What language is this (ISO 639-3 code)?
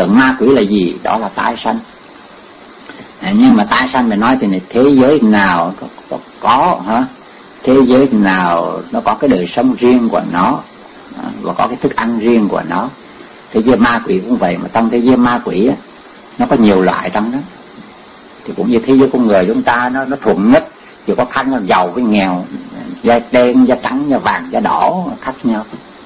vie